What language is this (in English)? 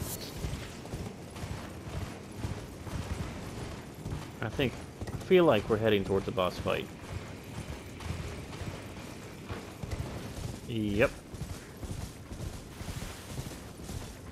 English